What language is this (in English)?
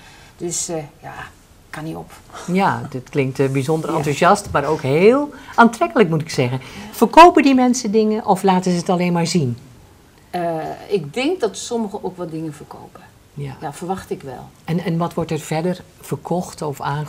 Dutch